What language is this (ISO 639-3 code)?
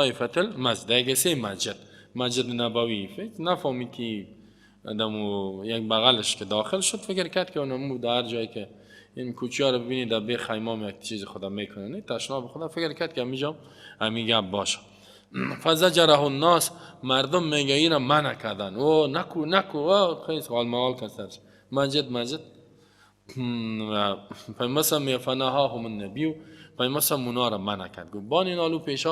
fas